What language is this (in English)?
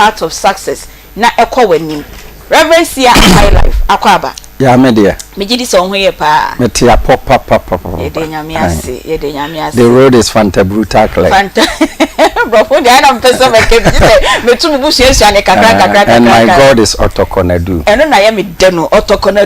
Akan